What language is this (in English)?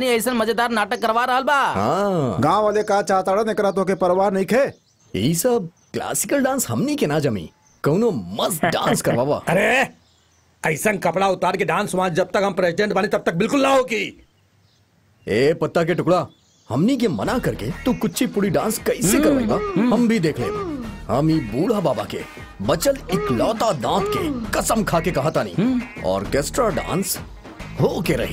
Bhojpuri